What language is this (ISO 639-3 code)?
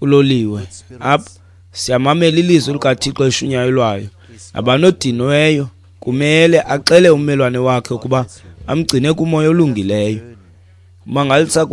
xho